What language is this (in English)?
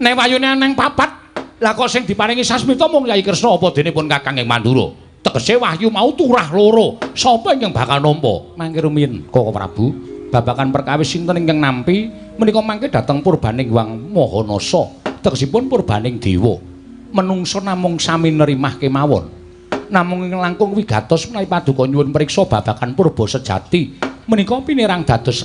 Javanese